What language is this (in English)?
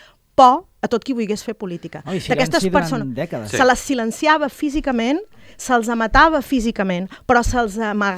Catalan